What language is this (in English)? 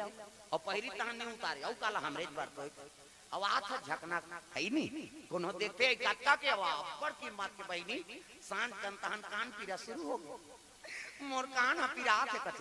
Chhattisgarhi